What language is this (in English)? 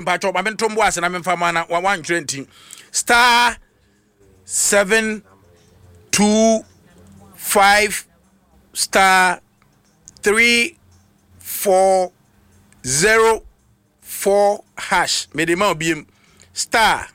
Akan